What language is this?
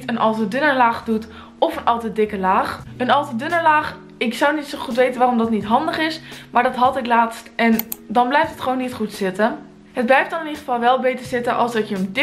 Dutch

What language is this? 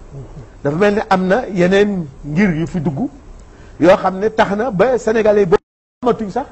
Wolof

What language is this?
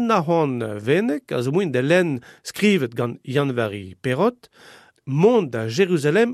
Breton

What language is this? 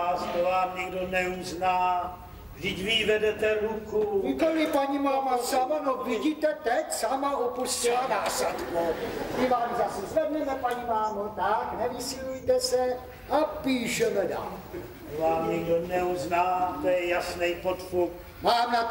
Czech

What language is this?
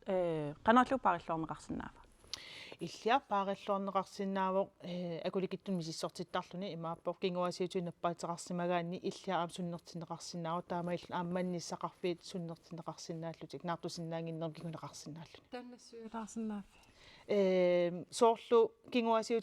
Kalaallisut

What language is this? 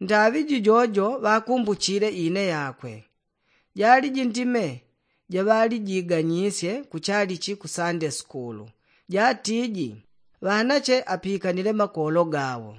Yao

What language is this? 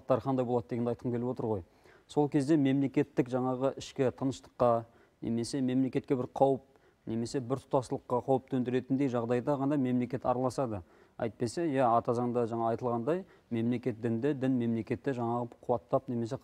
Kazakh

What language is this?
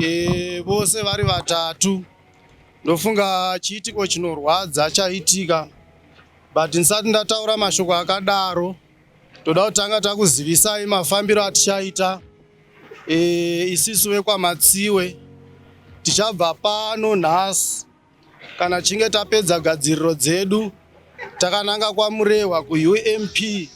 Shona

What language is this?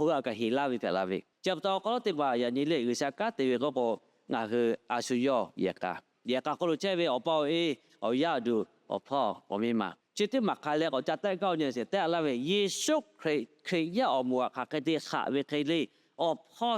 Lahu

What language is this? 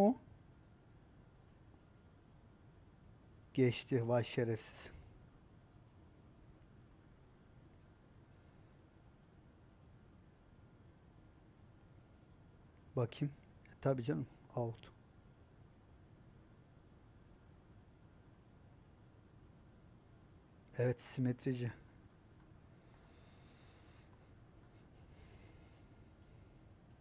Turkish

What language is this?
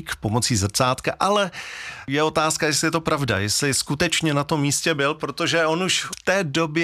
Czech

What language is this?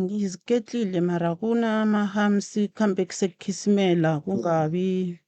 Northern Sotho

